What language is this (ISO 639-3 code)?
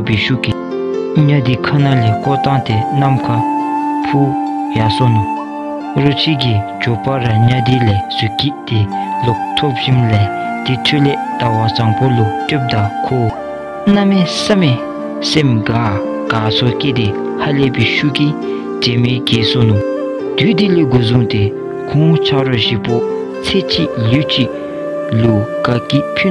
dzo